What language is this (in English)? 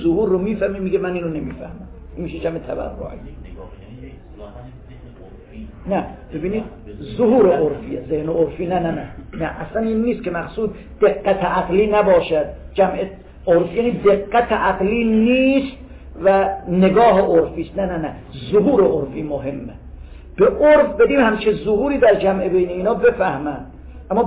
Persian